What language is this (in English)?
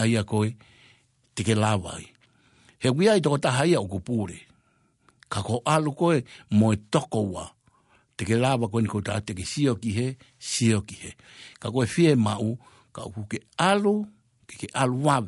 Tongan